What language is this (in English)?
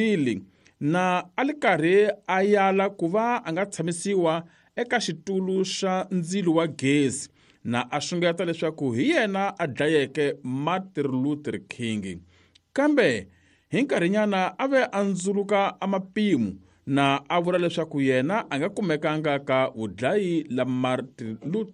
Tsonga